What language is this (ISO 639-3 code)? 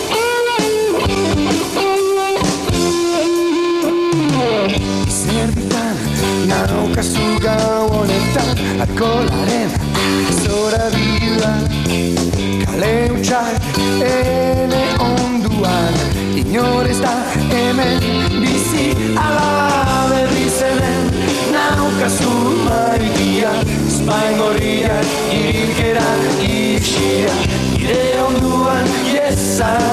eus